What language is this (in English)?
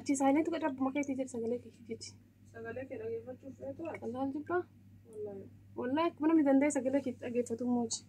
Oromo